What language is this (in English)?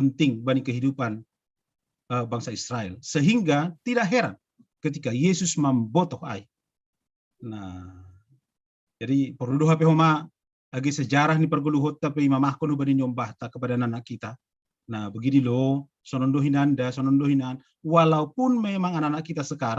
Batak Simalungun